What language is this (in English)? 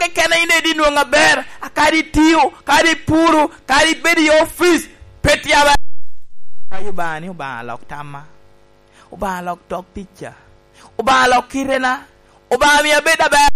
Lango (Uganda)